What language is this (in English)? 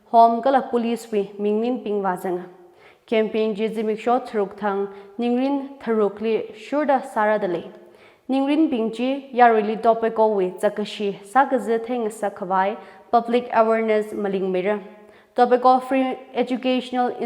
Tangkhul Naga (India)